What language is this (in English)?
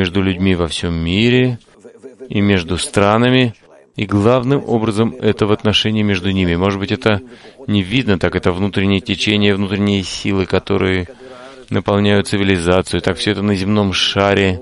Russian